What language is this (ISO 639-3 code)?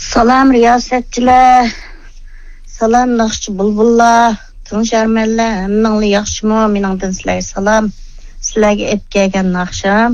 uig